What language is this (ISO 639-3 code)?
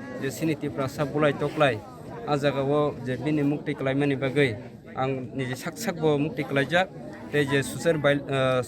trp